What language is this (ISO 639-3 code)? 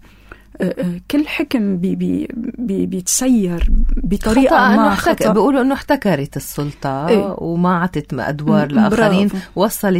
apc